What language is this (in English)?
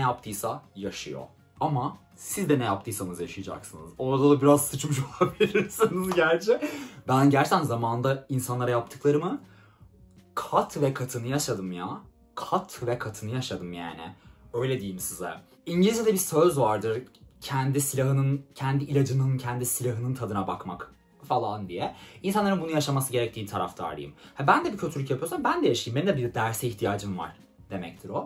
Turkish